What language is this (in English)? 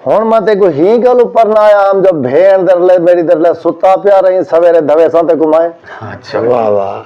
Saraiki